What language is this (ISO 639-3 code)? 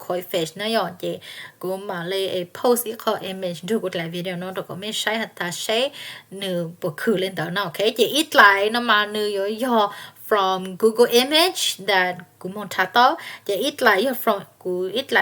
hmn